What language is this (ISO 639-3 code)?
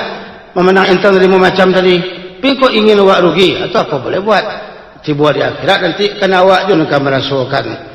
min